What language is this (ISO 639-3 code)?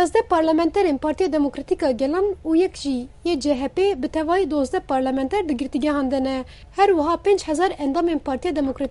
kur